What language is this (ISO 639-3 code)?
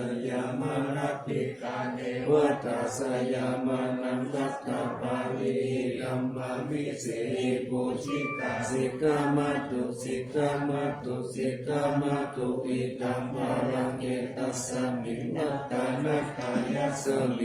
pli